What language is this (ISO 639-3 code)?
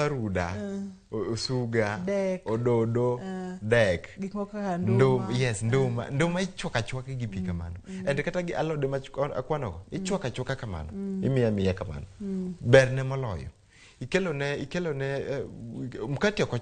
luo